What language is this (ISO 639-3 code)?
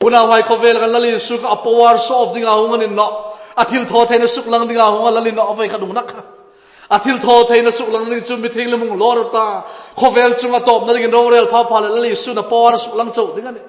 hmr